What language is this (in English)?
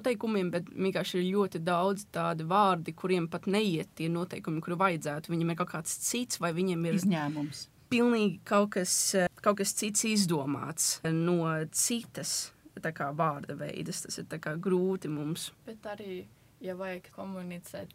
Latvian